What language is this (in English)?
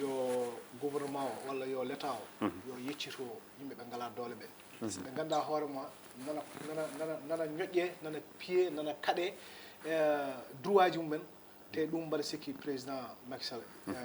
Fula